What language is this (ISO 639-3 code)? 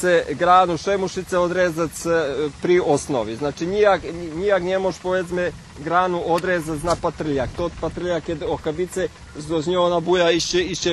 rue